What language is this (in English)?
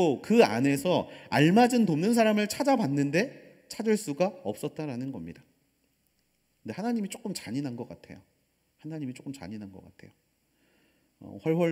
Korean